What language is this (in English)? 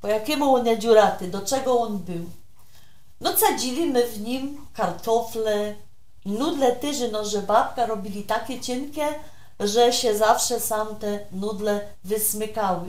Silesian